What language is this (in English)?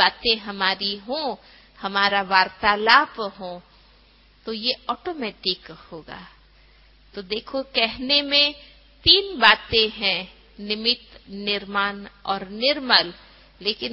Hindi